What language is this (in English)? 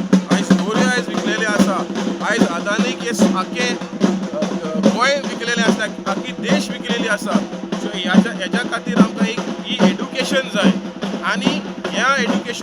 Konkani